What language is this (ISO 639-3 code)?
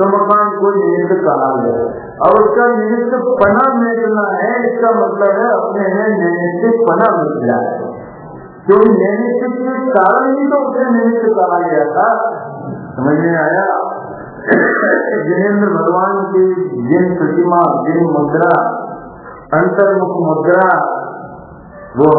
hin